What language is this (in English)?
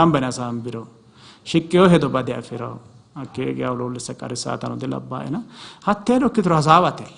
Sidamo